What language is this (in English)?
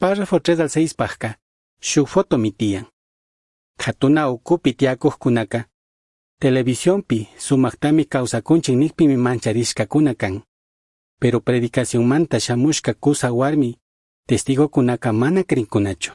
Chimborazo Highland Quichua